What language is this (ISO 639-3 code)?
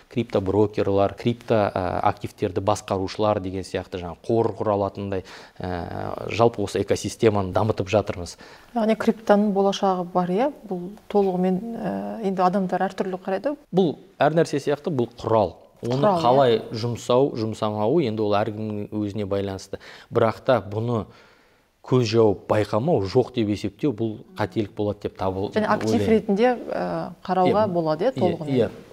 kaz